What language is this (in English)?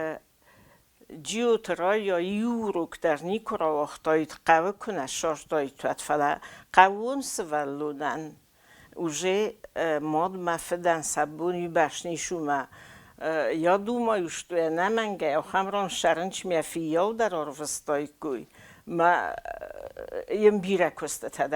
Ossetic